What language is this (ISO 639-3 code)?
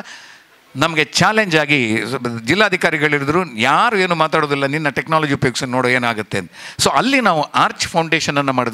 kan